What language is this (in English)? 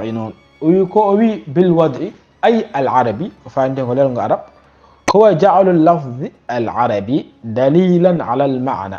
Fula